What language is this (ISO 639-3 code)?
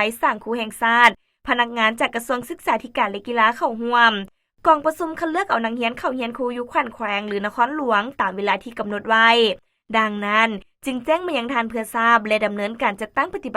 lao